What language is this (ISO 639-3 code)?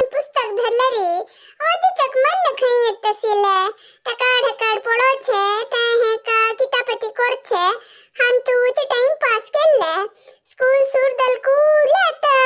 kok